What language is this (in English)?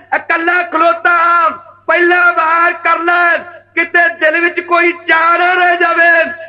Punjabi